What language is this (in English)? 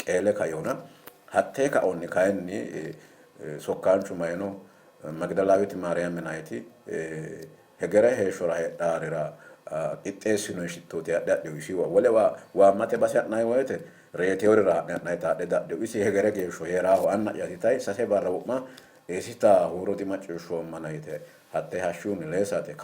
Sidamo